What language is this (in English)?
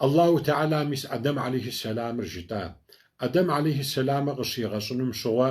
Kabardian